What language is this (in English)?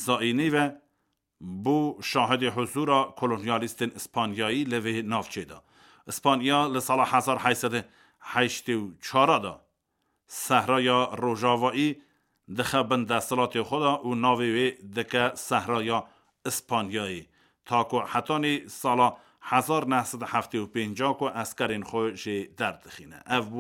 Kurdish